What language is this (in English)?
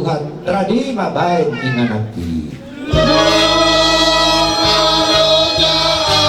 Batak Toba